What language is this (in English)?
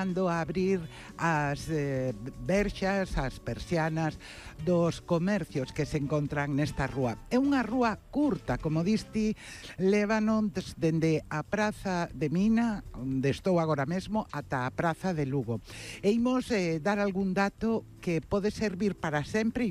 Galician